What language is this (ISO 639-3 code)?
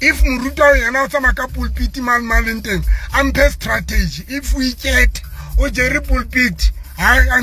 sot